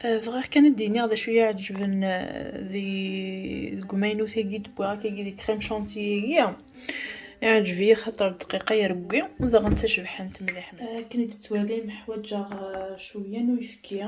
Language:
Kabyle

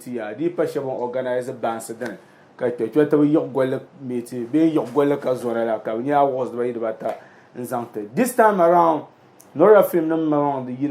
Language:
Dagbani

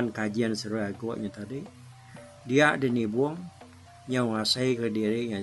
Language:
Iban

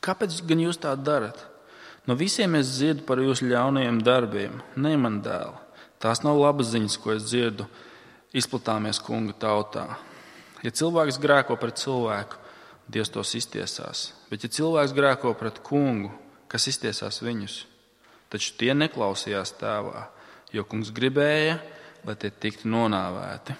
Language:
Latvian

